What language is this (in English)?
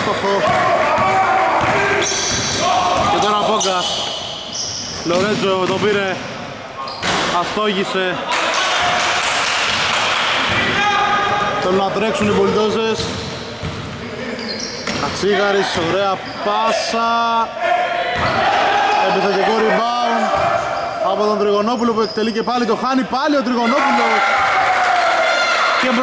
Greek